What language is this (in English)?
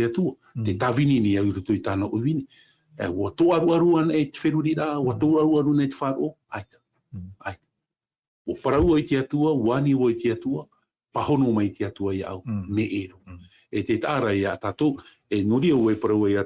Tahitian